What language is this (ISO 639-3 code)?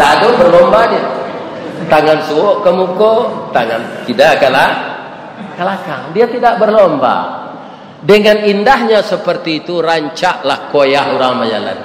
min